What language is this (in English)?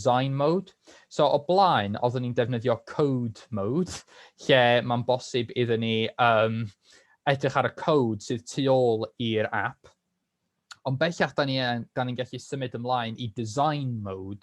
Welsh